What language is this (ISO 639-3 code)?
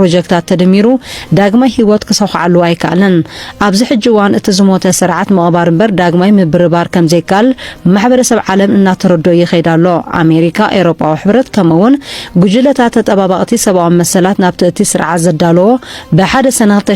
tir